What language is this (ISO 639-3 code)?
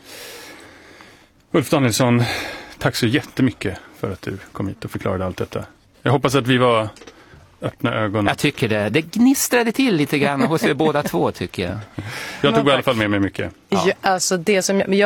swe